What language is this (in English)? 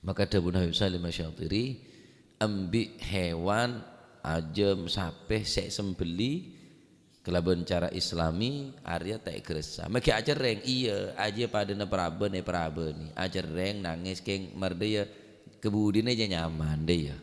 Madurese